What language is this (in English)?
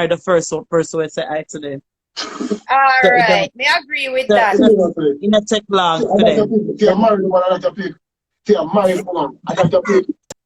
Jamaican Creole English